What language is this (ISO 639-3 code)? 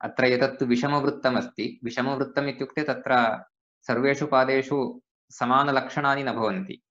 san